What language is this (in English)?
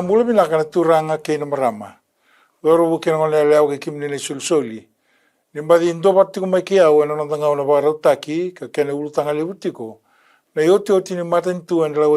Fijian